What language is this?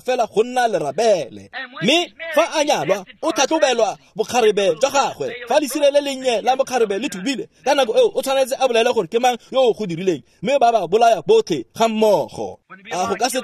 Tswana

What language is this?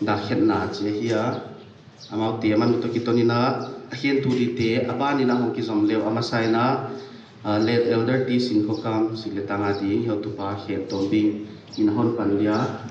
Paite Chin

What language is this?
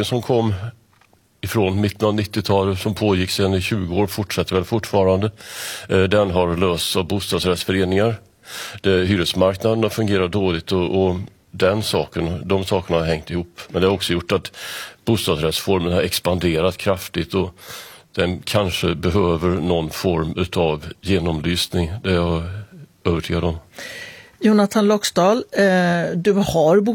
Swedish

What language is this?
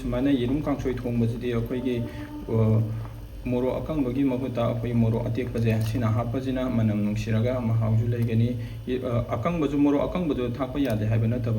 Manipuri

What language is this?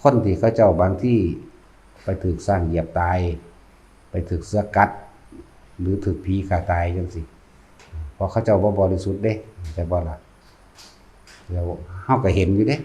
Northeastern Thai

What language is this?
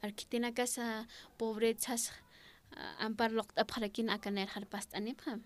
Aymara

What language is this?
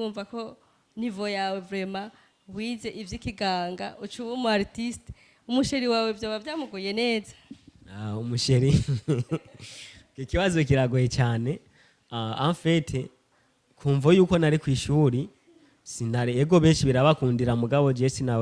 Rundi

